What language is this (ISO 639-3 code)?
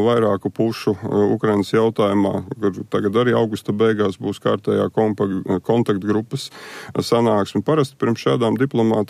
lav